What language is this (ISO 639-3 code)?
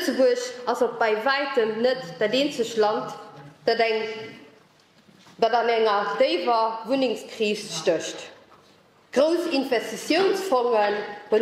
ltz